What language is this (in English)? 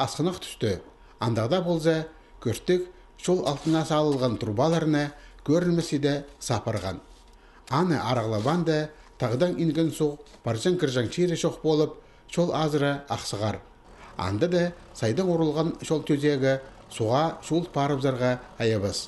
Khakas